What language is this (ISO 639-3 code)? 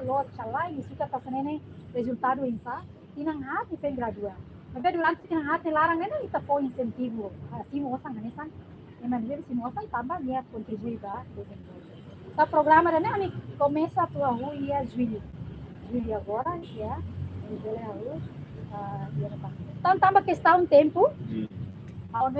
tet